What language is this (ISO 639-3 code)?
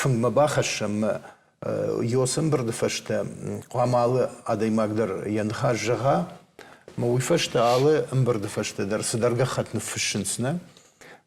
oss